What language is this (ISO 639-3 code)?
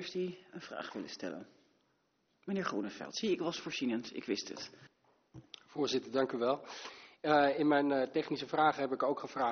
nld